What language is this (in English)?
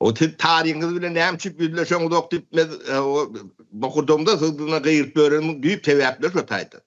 Turkmen